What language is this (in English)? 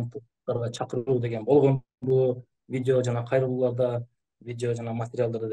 Kyrgyz